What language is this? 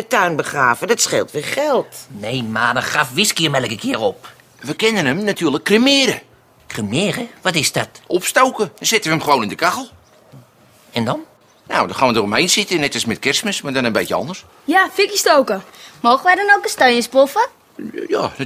Dutch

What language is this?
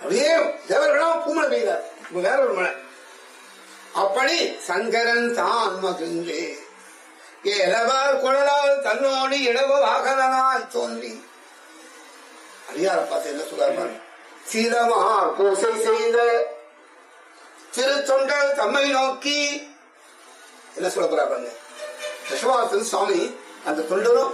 Tamil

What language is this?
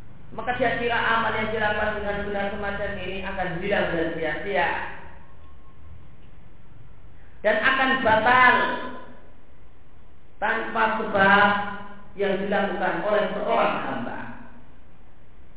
Indonesian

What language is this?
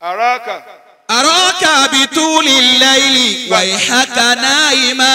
Yoruba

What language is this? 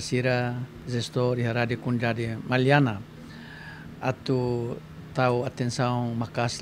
Tetum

